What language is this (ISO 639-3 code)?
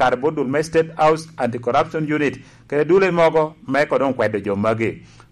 laj